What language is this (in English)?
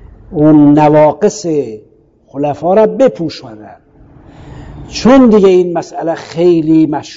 Persian